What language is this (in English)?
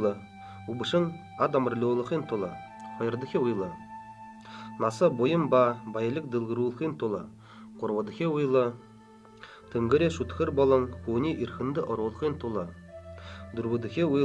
Buriat